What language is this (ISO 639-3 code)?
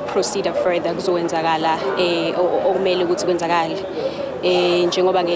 zul